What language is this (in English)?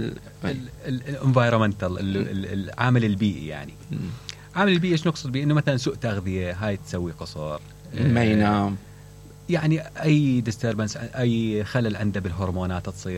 Mesopotamian Arabic